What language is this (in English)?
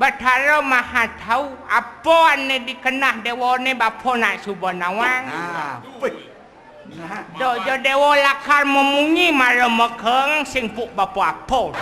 Balinese